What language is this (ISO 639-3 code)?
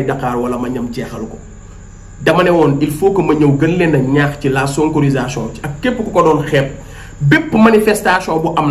wol